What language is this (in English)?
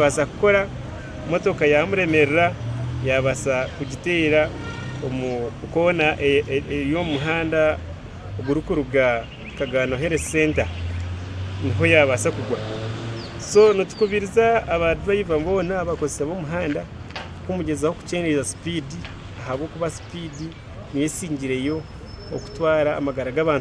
Nyankole